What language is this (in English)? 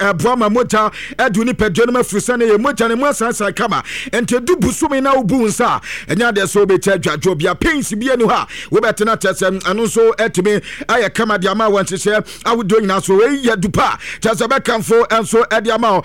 Akan